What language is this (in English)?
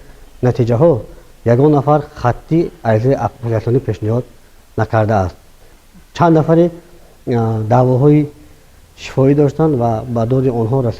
Tajik